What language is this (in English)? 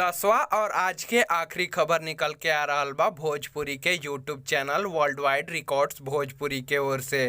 Bhojpuri